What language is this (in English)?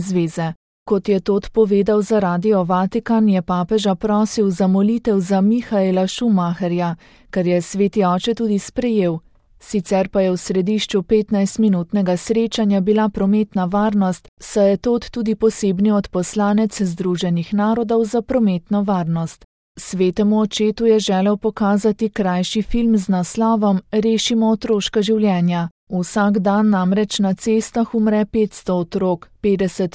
Slovenian